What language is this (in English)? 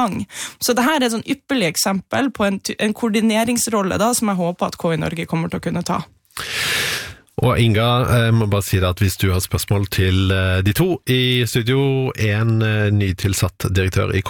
Norwegian